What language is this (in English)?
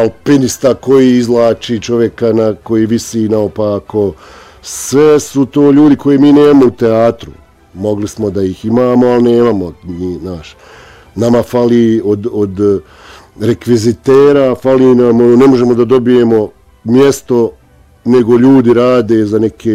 Bosnian